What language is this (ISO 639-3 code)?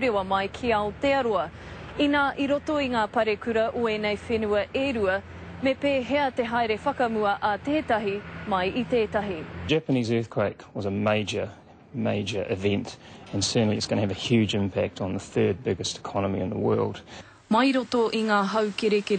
mri